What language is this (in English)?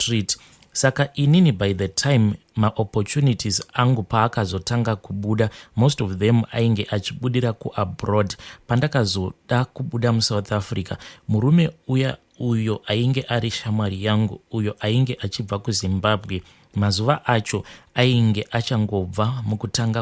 Shona